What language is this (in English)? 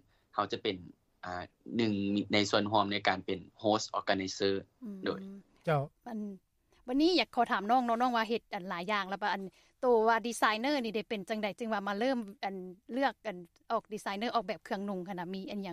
Lao